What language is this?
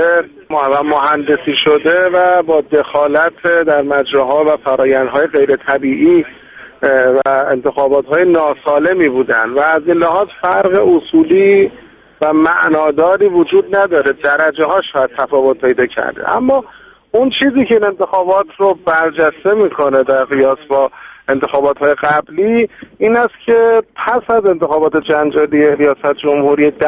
Persian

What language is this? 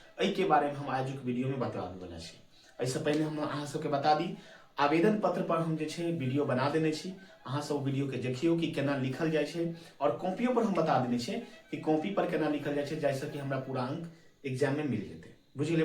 Maithili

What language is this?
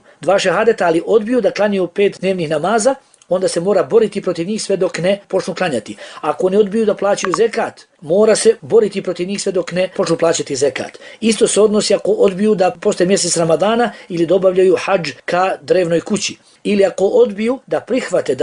Bosnian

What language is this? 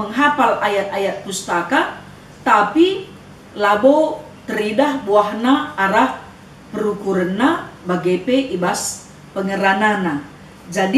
Batak Karo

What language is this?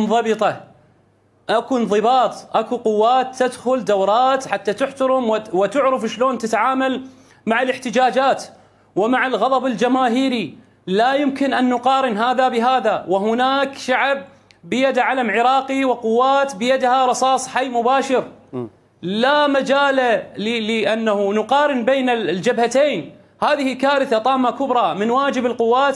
Mesopotamian Arabic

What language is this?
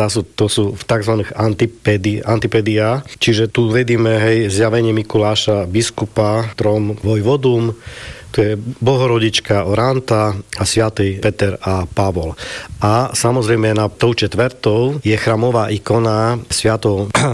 Slovak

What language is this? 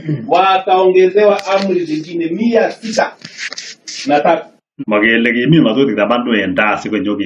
Kalenjin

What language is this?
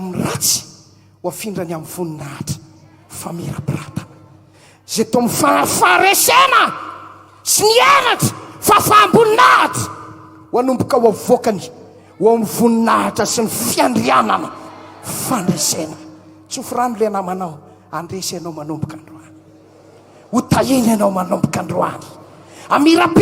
Malagasy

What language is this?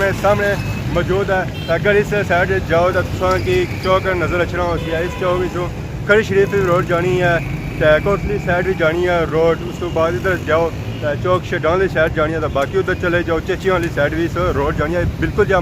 Pahari-Potwari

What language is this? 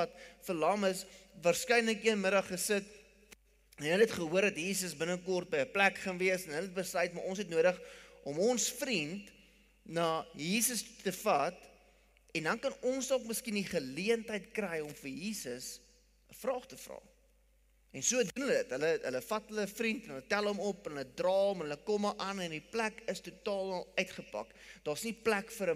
Afrikaans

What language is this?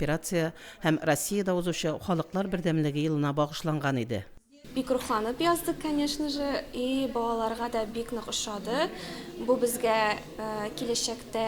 Tatar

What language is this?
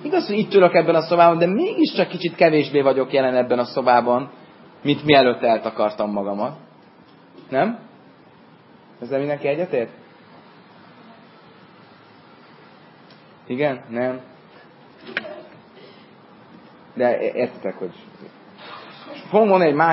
Hungarian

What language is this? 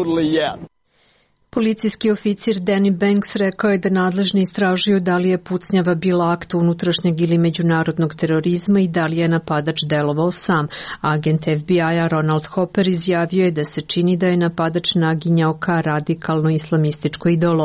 Serbian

